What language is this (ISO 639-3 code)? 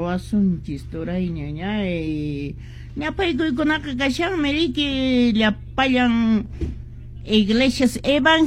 que